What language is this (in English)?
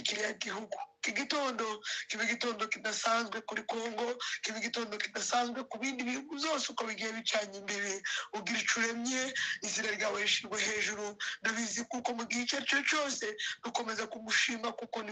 Kinyarwanda